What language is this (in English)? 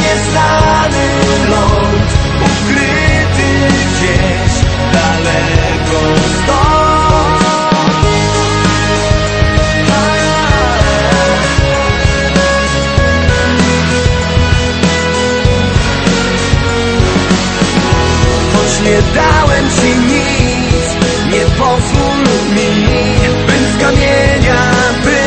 Polish